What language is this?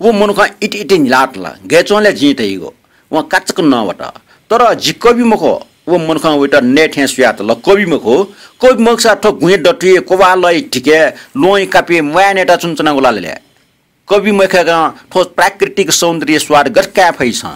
Newari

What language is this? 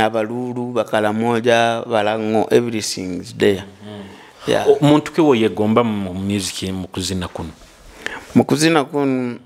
Nyoro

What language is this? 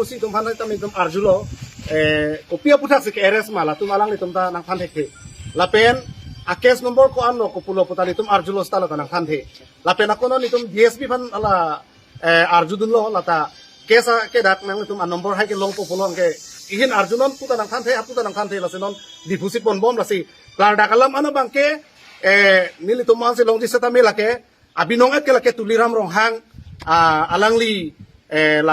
Karbi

